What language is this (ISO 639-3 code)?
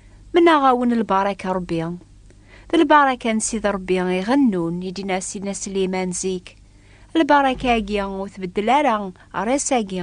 kab